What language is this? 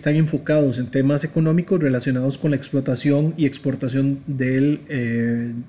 Spanish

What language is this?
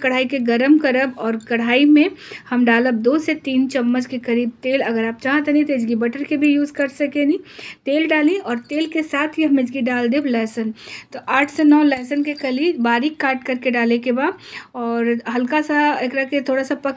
Bhojpuri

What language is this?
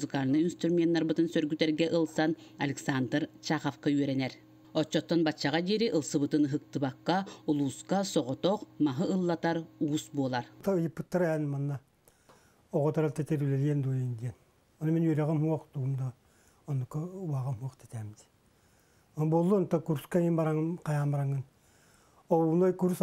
Yakut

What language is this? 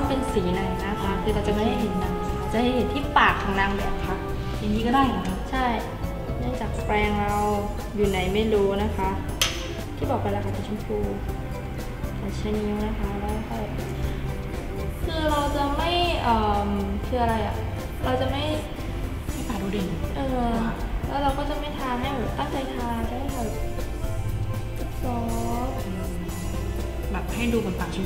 Thai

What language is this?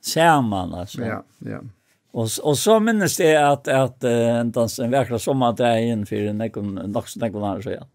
Faroese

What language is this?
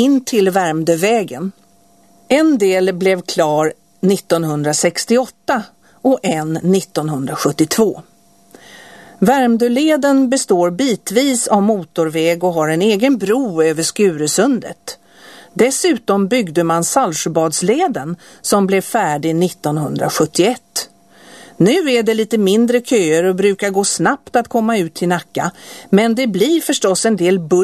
Swedish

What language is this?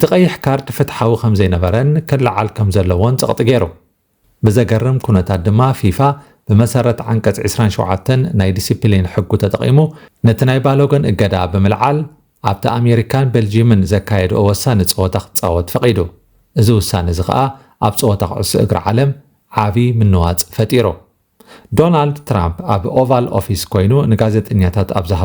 Tigrinya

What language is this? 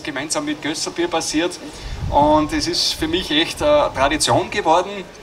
German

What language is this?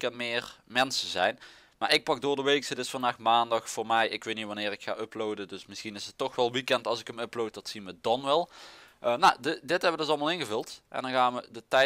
Dutch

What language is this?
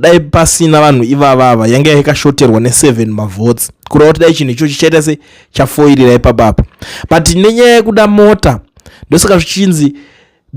Shona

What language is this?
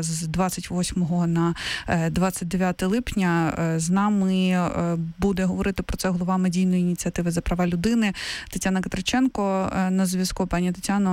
Ukrainian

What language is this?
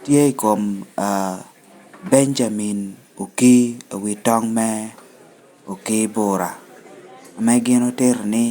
Lango (Uganda)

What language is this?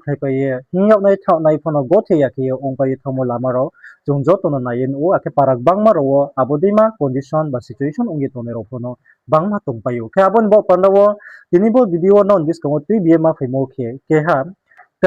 Riang (India)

